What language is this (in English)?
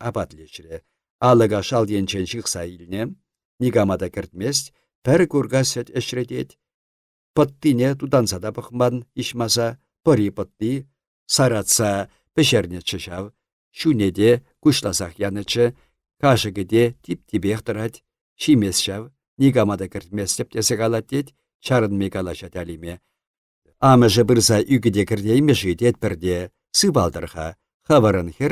Chuvash